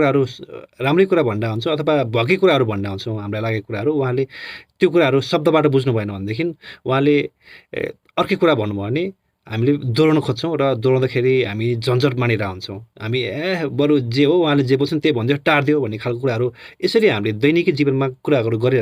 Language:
Nepali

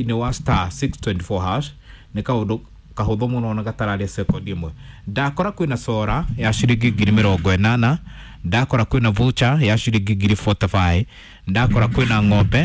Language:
Kikuyu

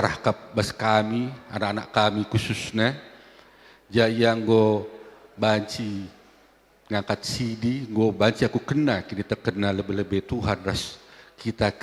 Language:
Batak Karo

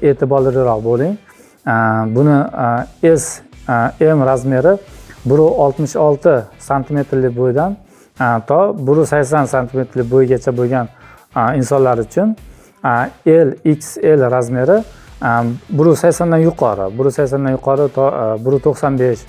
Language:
Uzbek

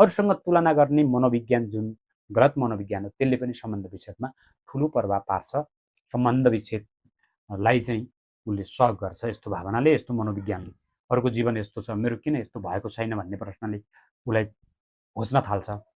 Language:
Nepali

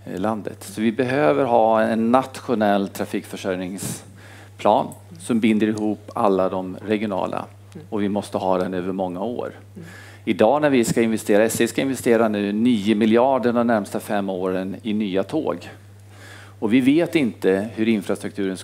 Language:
Swedish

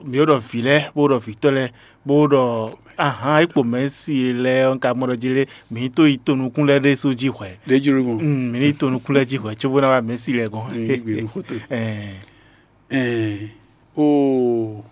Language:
Fon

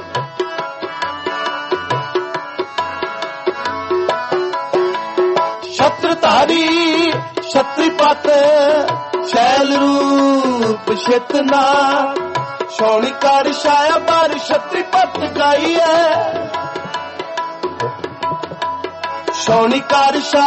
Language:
Punjabi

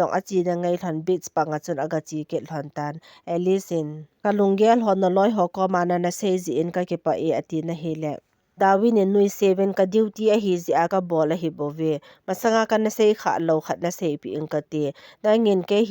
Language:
Thado Chin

